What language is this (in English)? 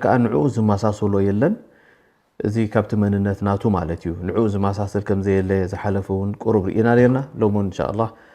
Tigrinya